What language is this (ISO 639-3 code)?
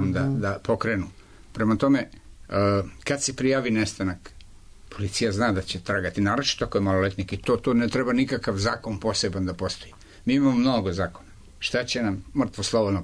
srp